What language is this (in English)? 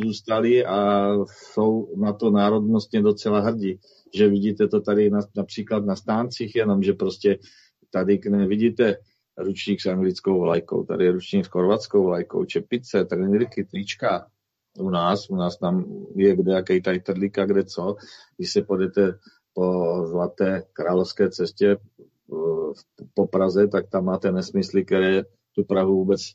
Czech